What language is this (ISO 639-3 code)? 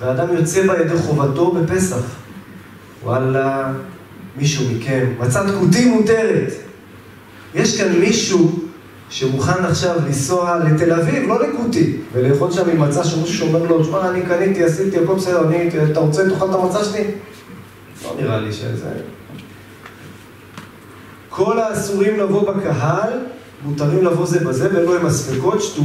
heb